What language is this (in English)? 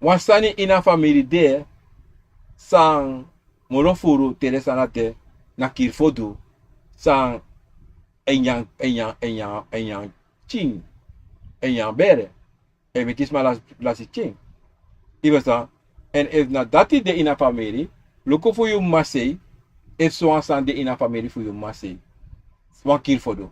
Sranan Tongo